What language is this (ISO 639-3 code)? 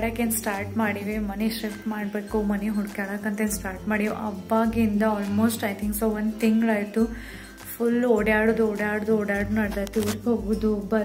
kan